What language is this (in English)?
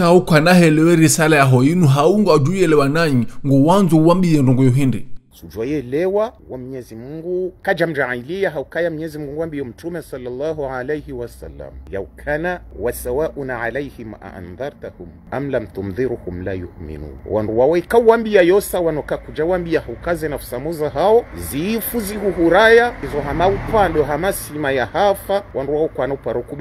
Ngazidja Comorian